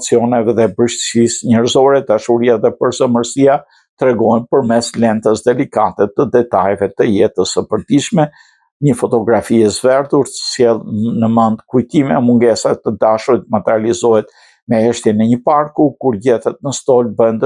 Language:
Albanian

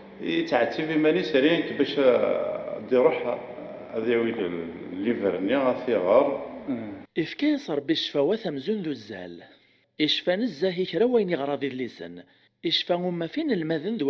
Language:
Kabyle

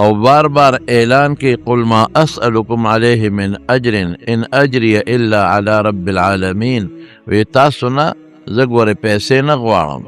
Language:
Pashto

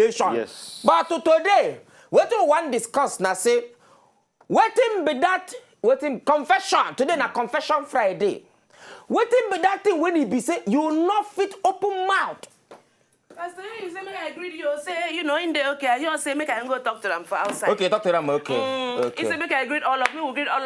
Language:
Nigerian Pidgin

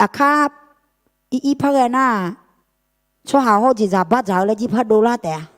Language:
Akha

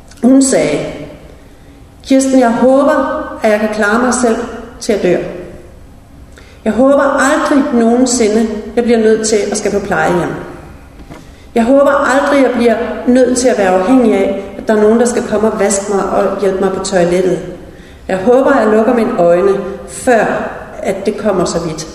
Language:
Danish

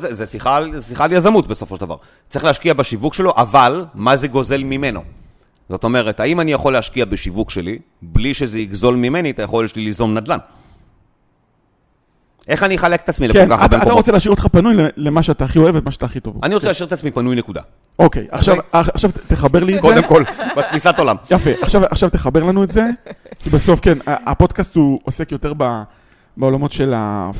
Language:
Hebrew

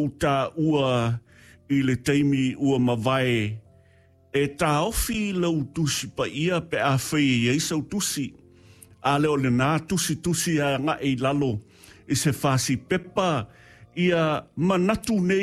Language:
Samoan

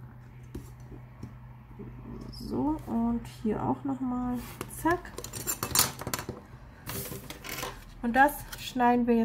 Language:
German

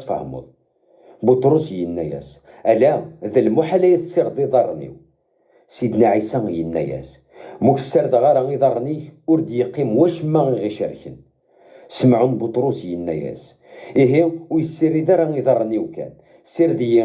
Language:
Kabyle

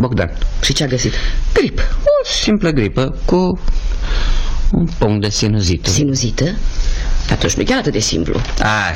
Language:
Romanian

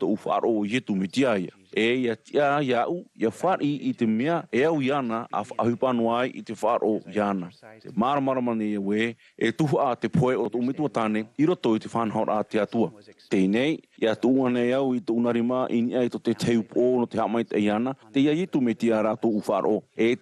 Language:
Tahitian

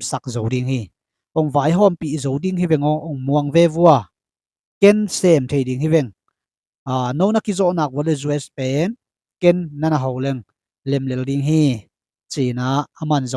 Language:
Tedim Chin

